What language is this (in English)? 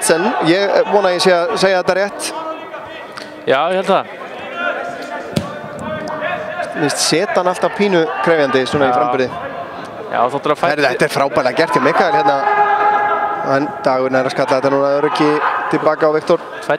Icelandic